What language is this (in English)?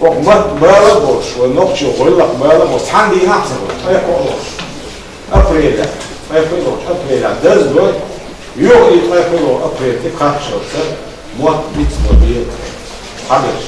Chechen